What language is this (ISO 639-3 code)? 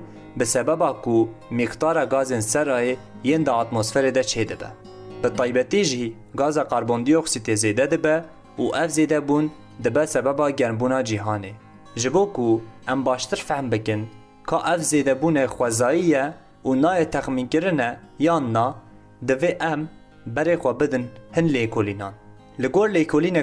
kur